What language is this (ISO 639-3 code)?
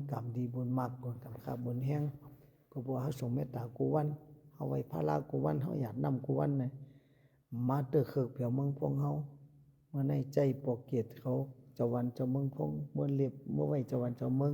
shn